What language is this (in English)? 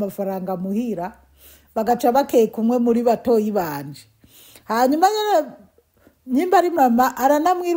Rundi